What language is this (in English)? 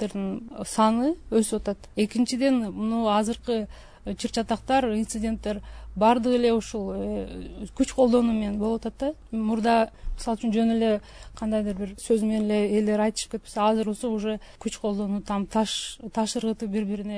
Kyrgyz